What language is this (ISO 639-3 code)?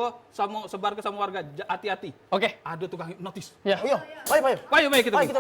mui